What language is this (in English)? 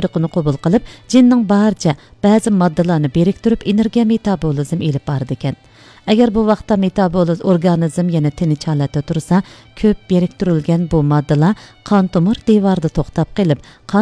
Uyghur